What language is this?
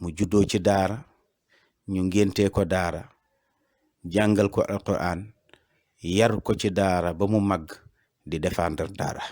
Wolof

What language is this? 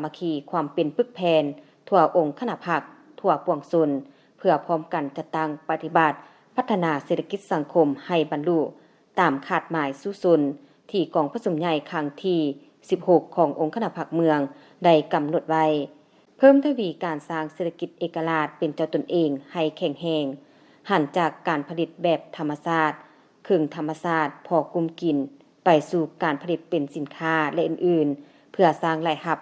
Lao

